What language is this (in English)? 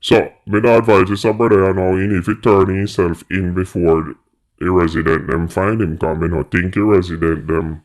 Jamaican Creole English